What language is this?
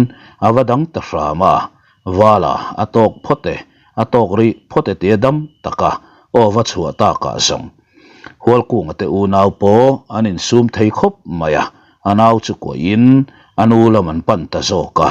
Mizo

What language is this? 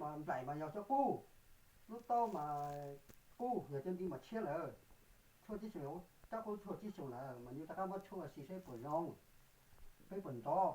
Hmong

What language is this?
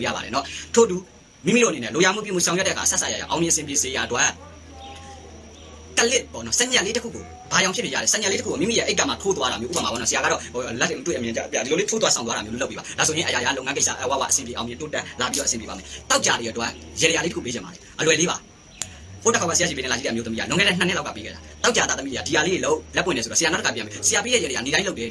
Burmese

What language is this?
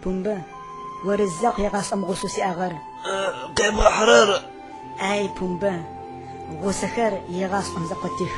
Adyghe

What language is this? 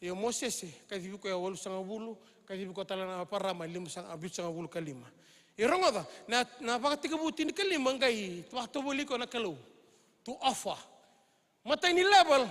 Fijian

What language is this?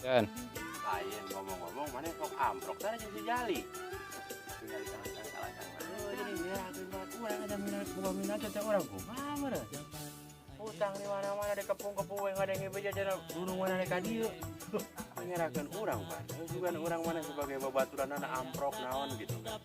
Sundanese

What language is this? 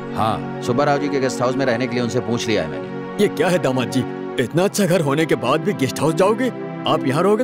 Hindi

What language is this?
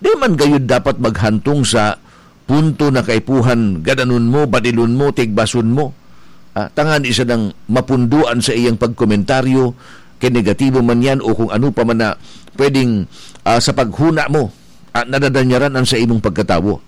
Bikol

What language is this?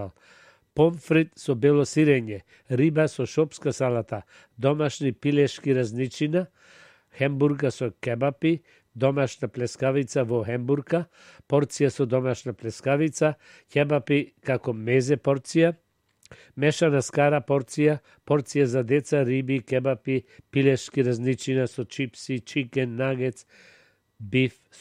Macedonian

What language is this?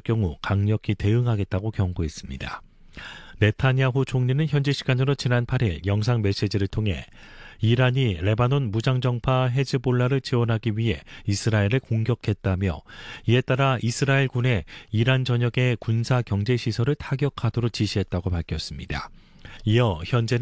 Korean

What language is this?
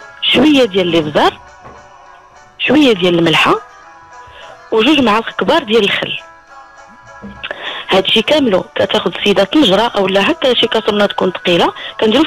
Moroccan Arabic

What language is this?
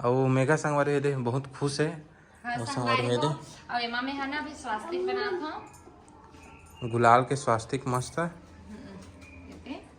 Chhattisgarhi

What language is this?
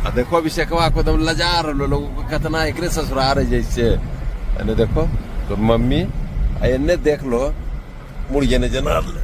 Magahi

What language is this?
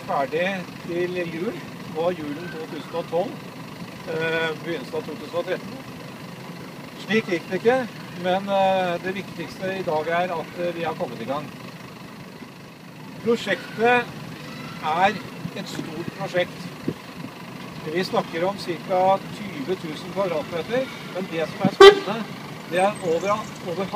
Norwegian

